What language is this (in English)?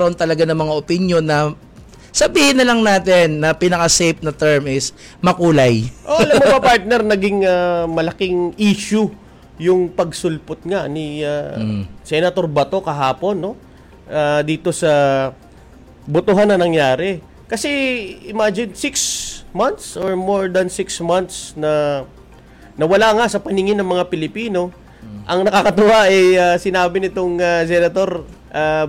Filipino